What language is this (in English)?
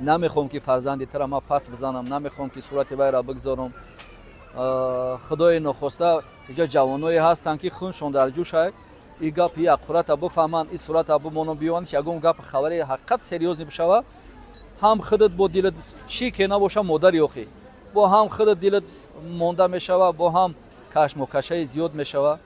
Tajik